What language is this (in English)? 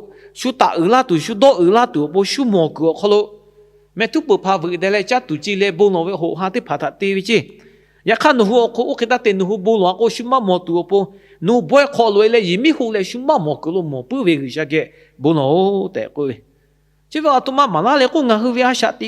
Lahu